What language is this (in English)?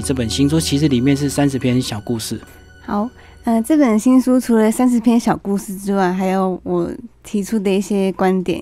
Chinese